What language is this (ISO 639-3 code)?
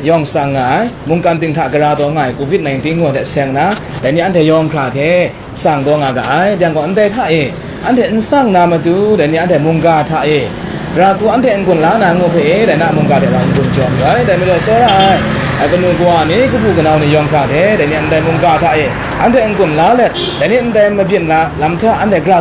kac